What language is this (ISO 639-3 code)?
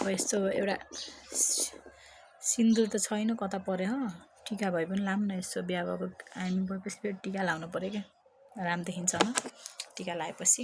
nep